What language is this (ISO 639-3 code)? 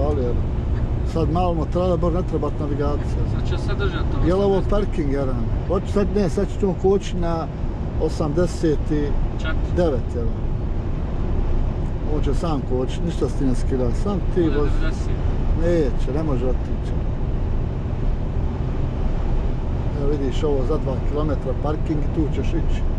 hrv